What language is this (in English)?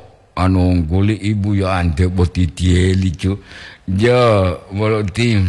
Gorontalo